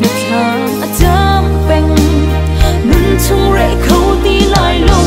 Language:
Hakha Chin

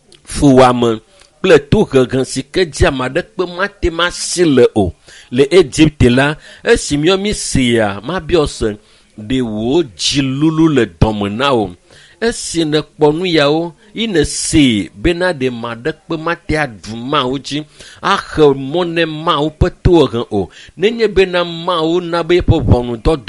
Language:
Ewe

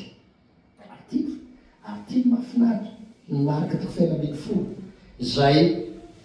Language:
Malagasy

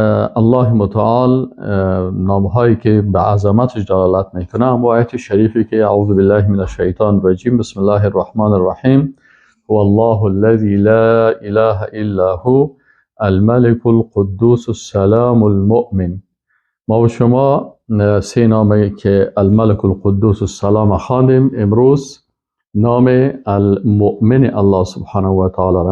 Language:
Persian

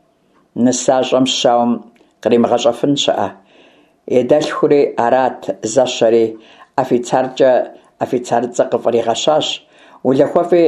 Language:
Kabardian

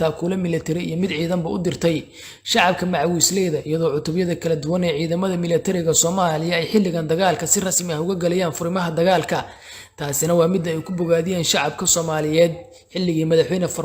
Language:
Somali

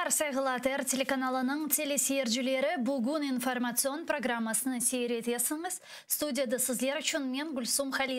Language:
Crimean Tatar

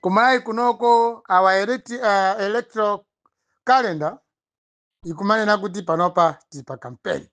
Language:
Nyanja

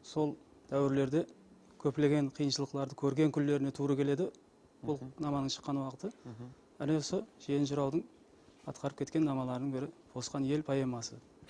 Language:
Kara-Kalpak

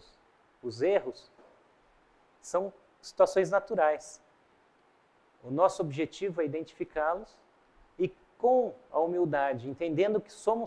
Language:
Portuguese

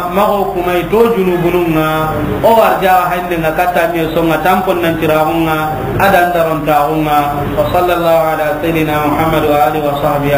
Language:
Soninke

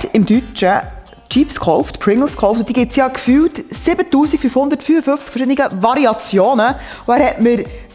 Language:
Swiss German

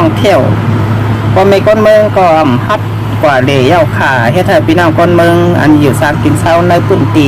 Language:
Shan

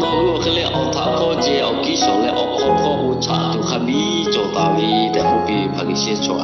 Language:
Lahu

